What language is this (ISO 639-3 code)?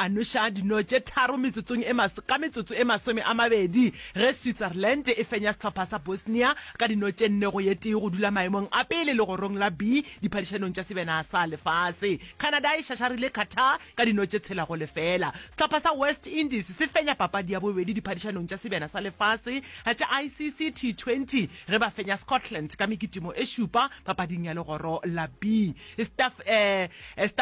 nso